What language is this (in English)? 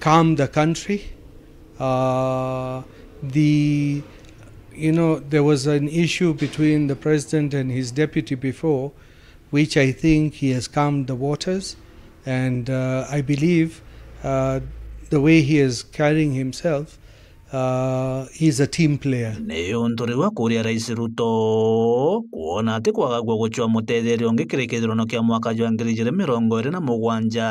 Meru